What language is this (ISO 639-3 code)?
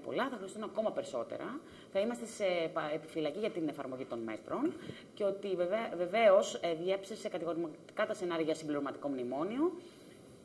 ell